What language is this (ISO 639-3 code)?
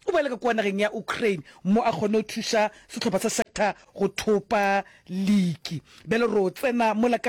nso